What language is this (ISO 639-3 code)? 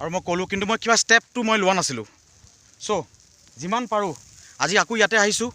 asm